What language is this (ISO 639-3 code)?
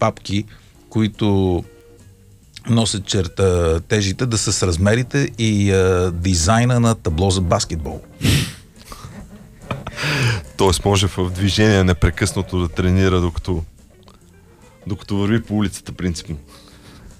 bul